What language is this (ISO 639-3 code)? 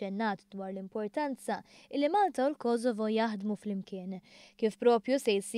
mlt